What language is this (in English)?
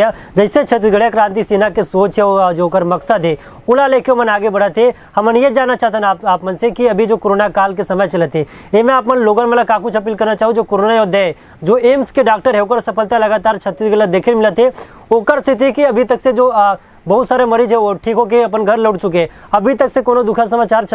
Chhattisgarhi